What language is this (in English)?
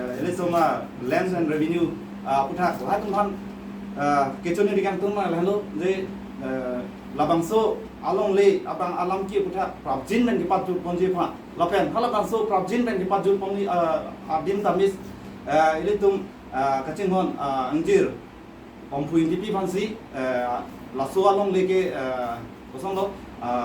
Karbi